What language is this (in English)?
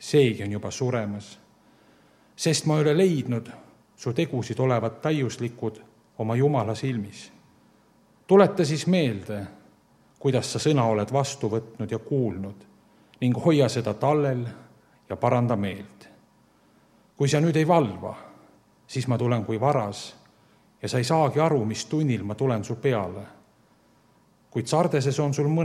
Estonian